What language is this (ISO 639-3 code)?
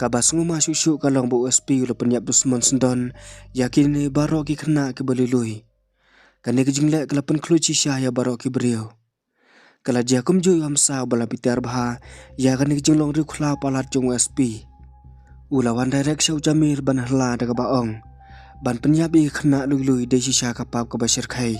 kha